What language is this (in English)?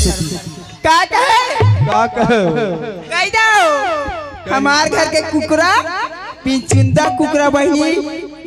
Chhattisgarhi